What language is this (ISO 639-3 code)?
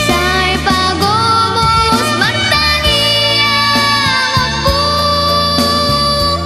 bbc